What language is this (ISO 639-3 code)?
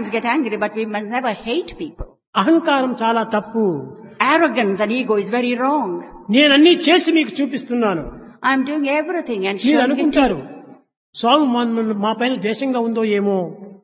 tel